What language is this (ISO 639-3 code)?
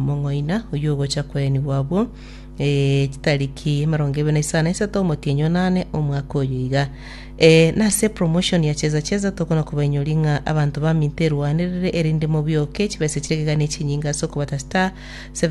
guz